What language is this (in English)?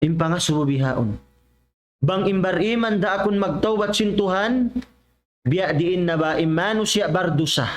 Tausug